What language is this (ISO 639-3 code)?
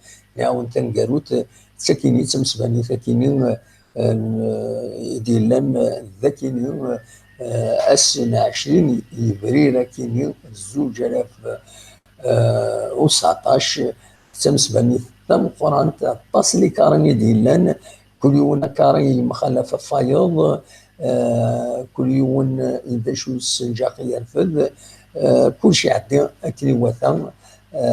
kab